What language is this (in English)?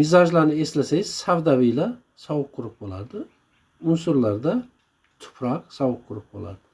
Uzbek